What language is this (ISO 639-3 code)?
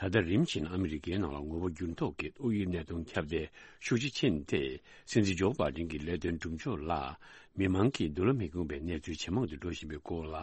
bod